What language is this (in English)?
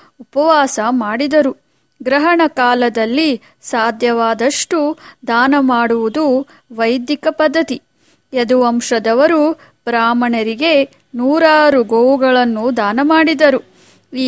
Kannada